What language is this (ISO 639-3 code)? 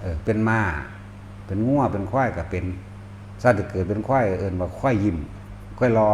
tts